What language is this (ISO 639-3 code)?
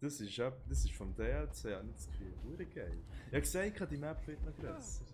gsw